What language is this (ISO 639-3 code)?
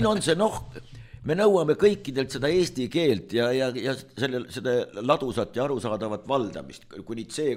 est